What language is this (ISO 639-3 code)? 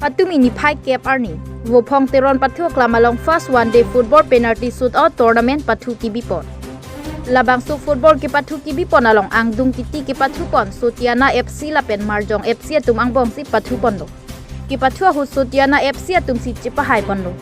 mjw